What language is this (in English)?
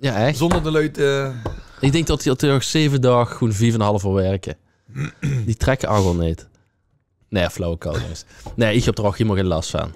Limburgish